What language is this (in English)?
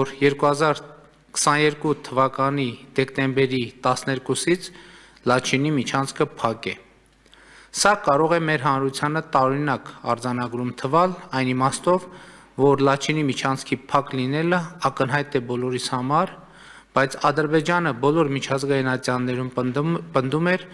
Armenian